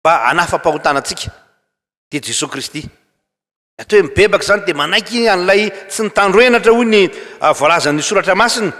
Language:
Malagasy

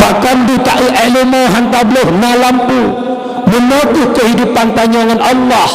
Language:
Achinese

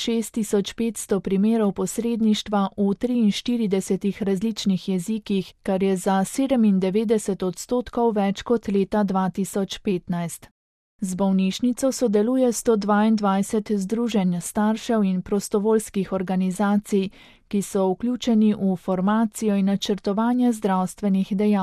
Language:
Slovenian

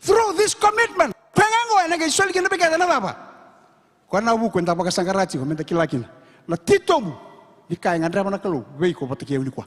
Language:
Fijian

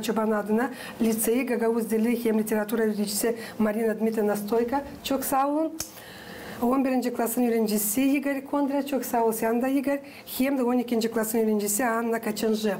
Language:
Gagauz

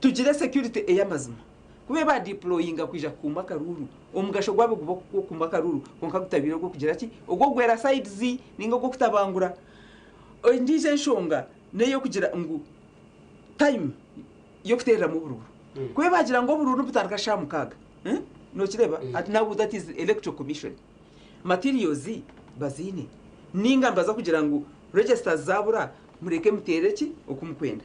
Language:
Nyankole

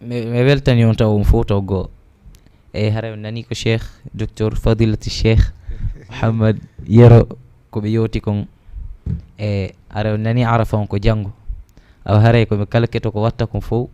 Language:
Fula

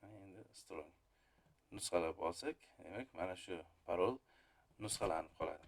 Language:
Uzbek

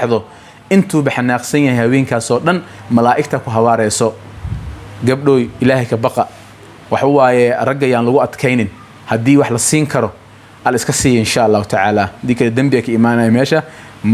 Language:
Somali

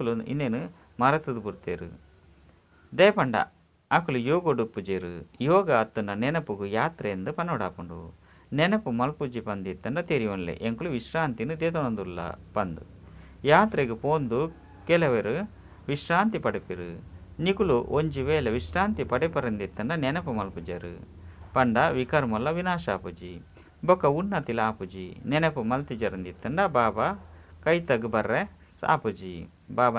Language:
Tulu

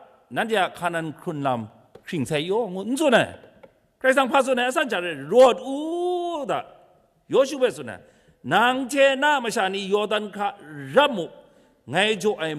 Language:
Kachin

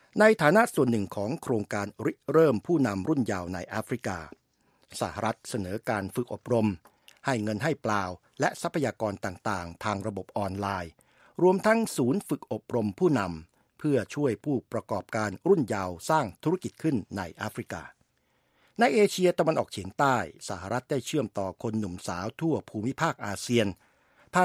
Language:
Thai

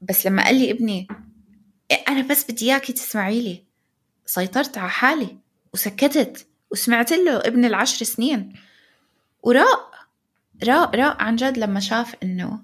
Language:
North Levantine Arabic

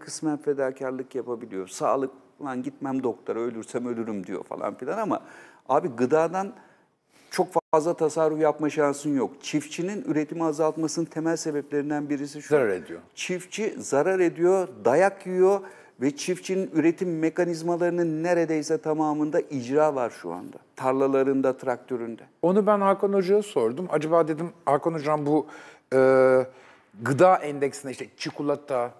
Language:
Turkish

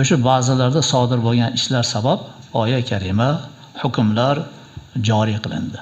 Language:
Uzbek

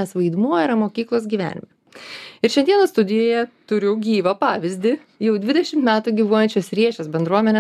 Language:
Lithuanian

